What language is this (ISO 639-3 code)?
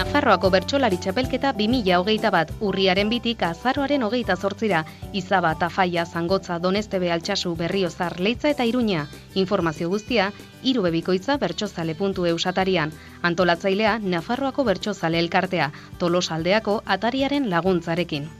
eus